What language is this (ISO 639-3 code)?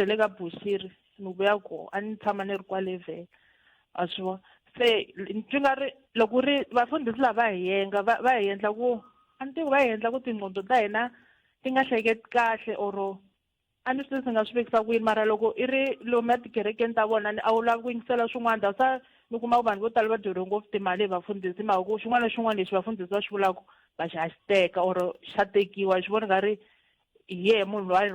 tso